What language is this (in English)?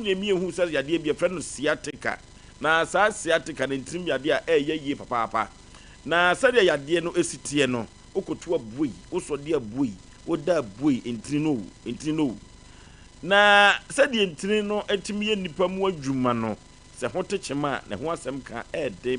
Akan